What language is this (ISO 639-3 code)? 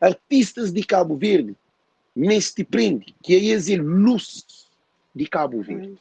kea